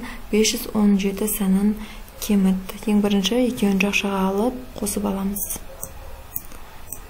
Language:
Kazakh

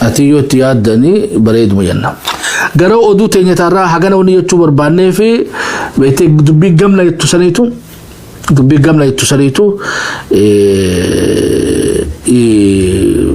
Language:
Oromo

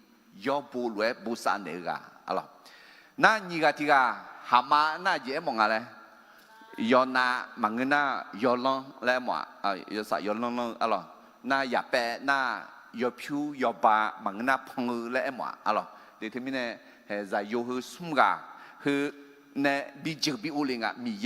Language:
Akha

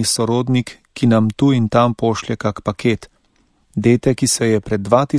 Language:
Slovenian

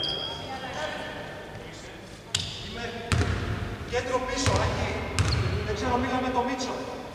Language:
Greek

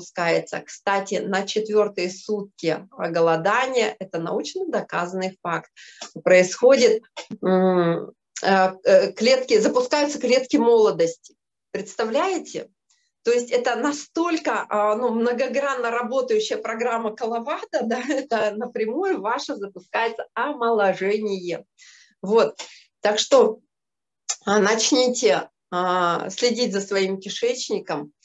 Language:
Russian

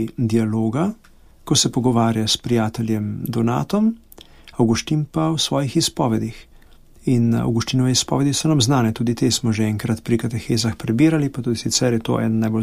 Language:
Slovenian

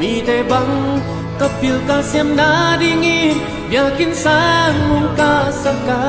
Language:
Tedim Chin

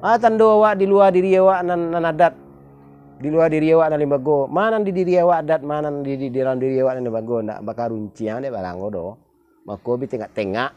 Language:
Minangkabau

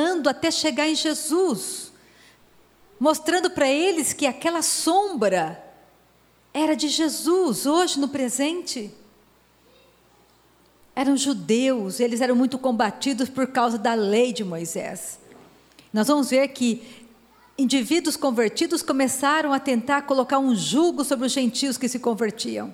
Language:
Portuguese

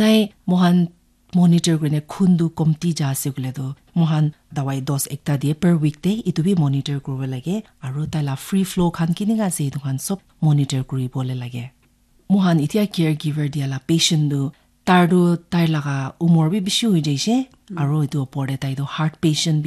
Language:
Naga Pidgin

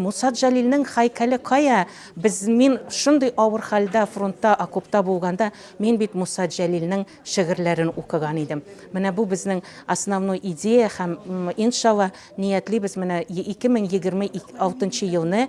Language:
Tatar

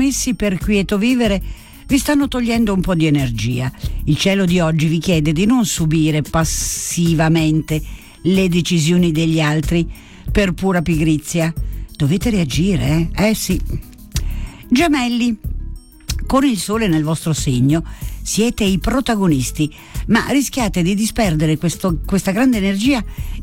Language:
Italian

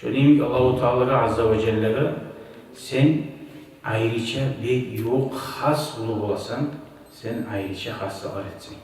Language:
Kumyk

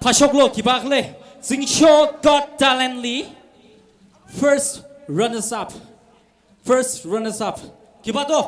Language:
Tangkhul Naga (India)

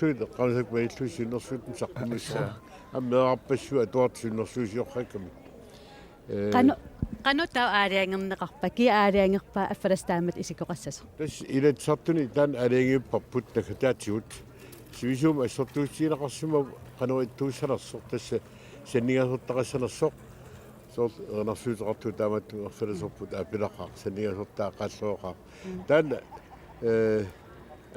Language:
Kalaallisut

